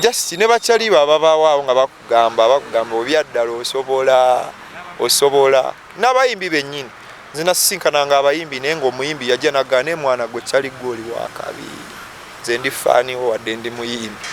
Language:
Ganda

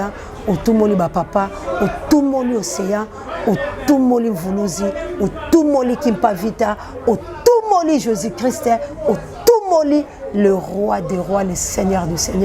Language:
Lingala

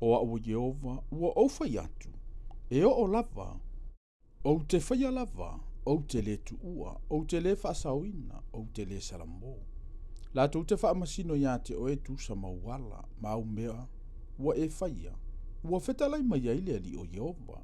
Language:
Samoan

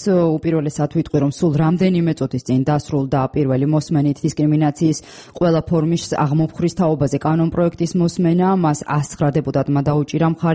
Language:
Georgian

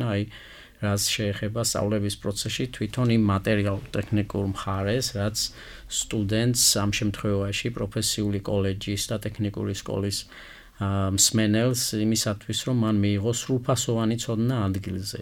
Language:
Georgian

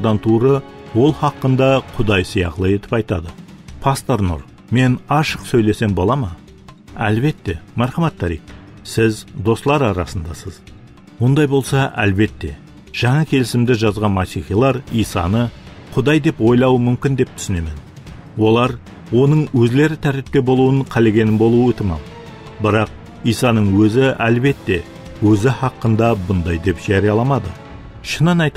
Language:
Kara-Kalpak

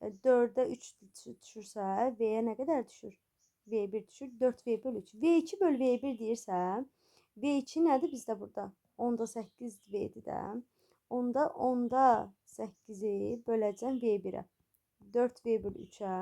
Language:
Azerbaijani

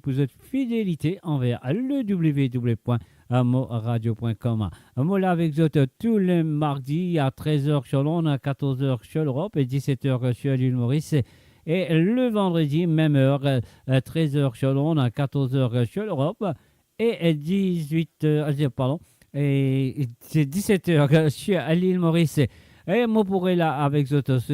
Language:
Morisyen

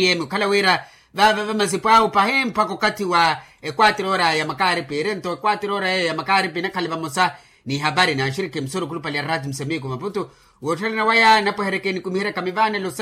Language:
Makhuwa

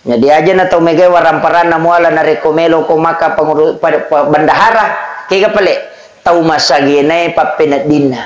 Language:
Buginese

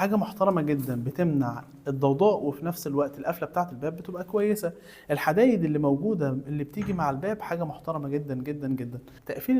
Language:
Egyptian Arabic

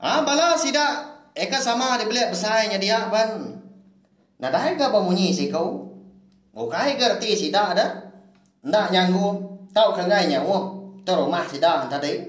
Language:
Iban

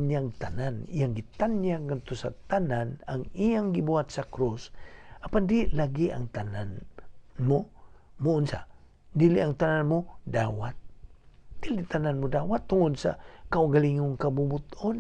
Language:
Cebuano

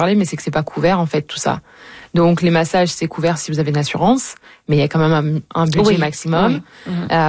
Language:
French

